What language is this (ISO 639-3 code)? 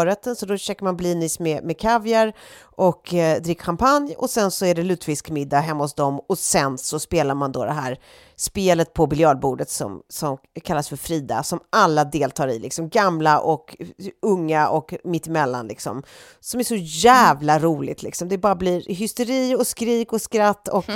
swe